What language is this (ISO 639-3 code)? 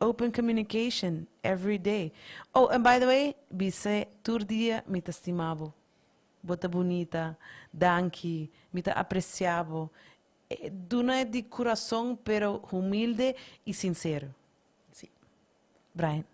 pap